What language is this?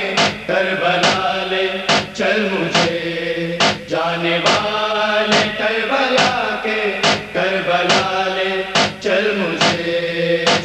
Urdu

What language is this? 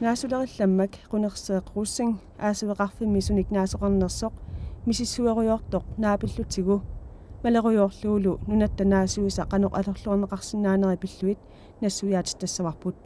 Kalaallisut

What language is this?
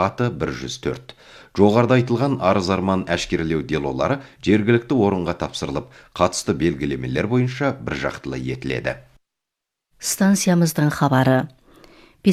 Kazakh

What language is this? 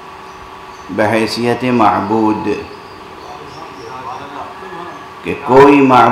Urdu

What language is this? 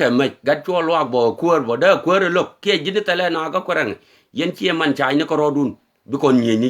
Nuer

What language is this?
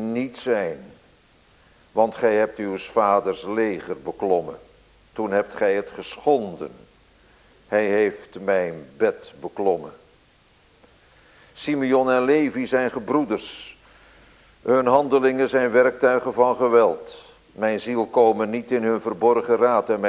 Dutch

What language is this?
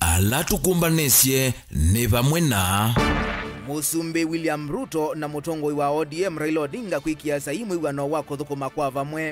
Kamba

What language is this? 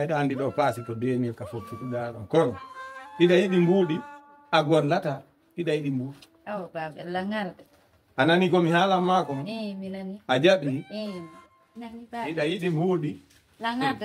Fula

